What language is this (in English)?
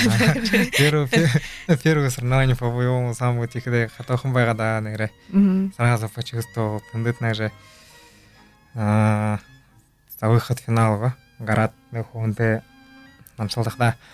Buriat